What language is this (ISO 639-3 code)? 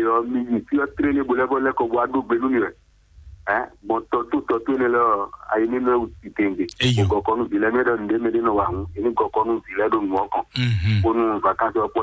fon